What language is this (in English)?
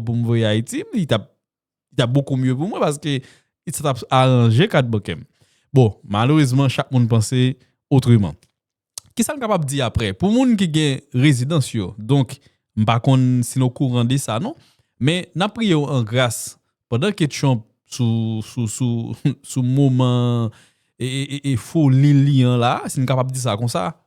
Haitian Creole